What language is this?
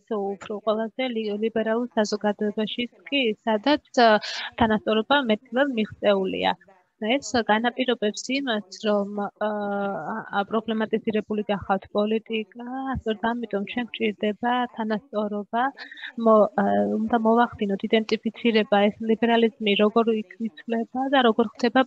Georgian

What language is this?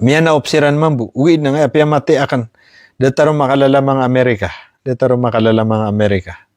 Maranao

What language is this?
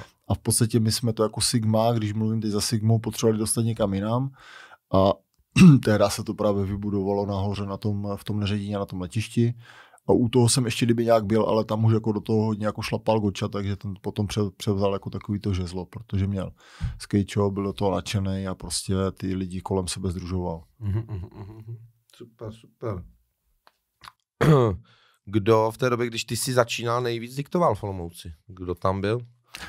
Czech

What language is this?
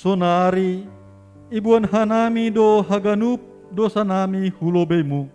Batak Simalungun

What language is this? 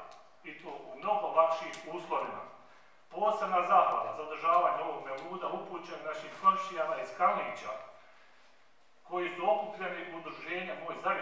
Bosnian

